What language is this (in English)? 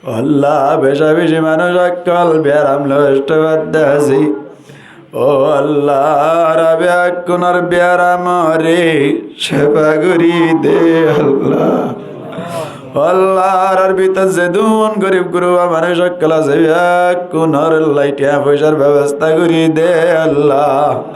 Rohingya